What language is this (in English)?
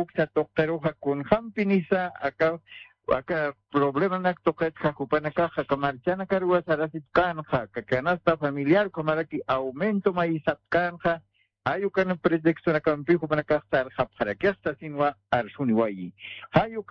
Aymara